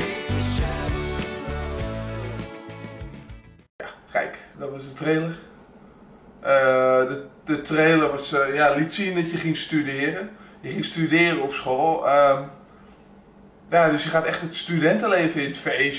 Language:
Dutch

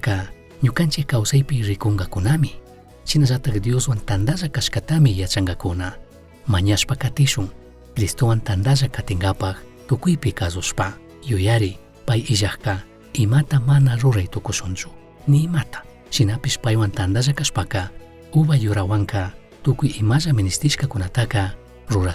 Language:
Chimborazo Highland Quichua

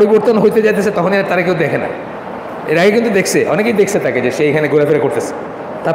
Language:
Bangla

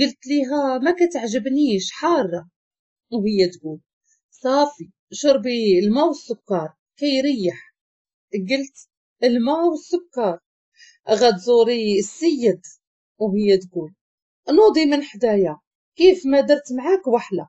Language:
Moroccan Arabic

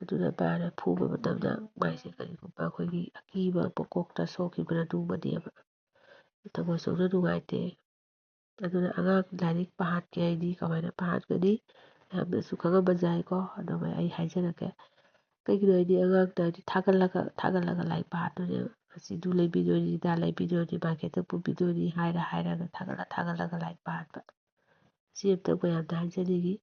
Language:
Manipuri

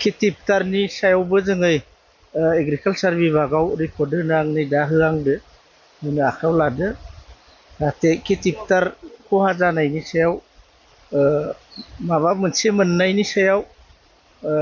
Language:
Bodo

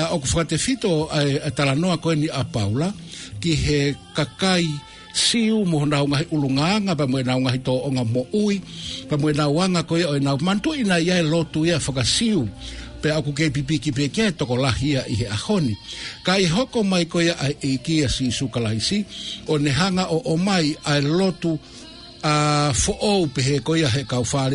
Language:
Tongan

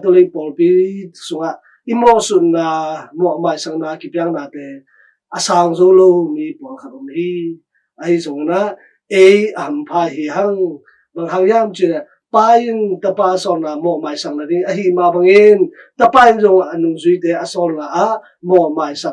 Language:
Tedim Chin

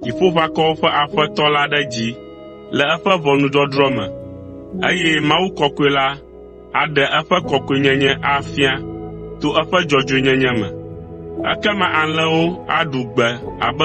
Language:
Ewe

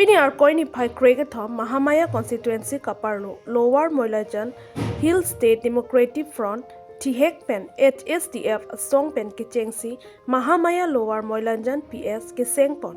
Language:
Karbi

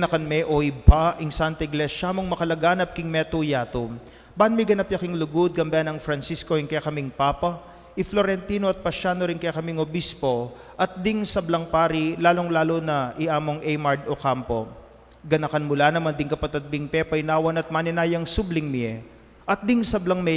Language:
Pampanga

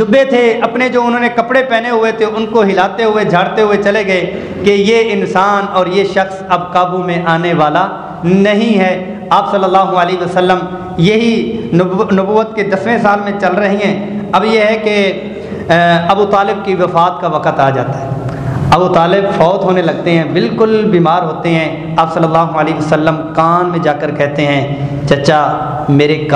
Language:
Urdu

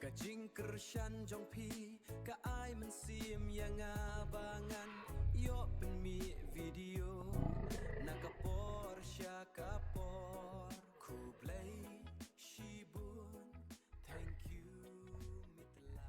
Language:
Khasi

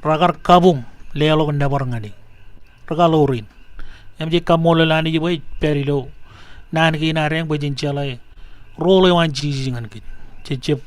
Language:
Marshallese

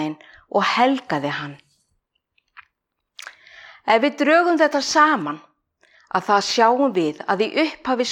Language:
Icelandic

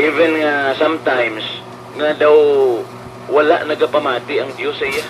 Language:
Hiligaynon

